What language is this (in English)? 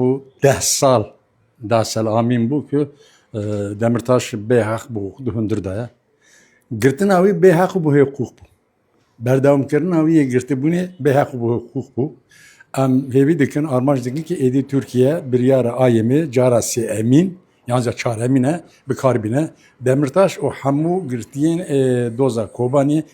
Kurdish